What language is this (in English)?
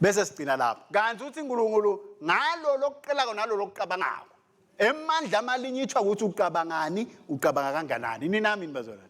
Swati